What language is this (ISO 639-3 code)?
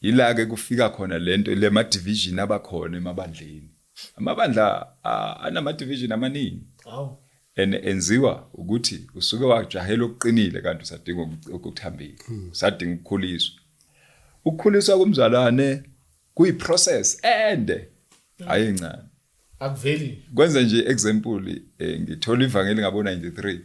zul